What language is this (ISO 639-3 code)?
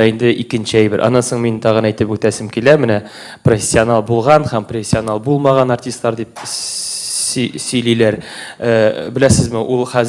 tat